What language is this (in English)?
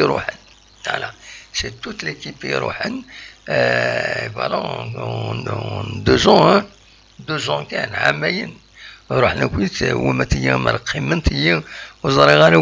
Kabyle